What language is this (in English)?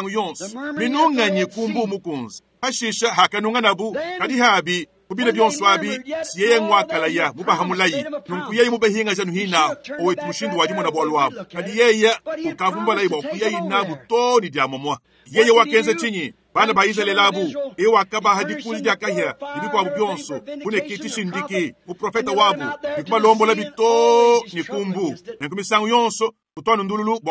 Luba-Lulua